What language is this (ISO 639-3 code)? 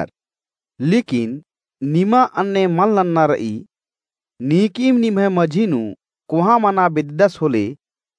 kru